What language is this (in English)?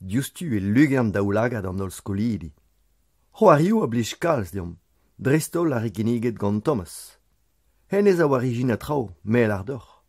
Breton